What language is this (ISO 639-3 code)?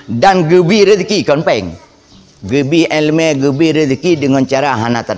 ace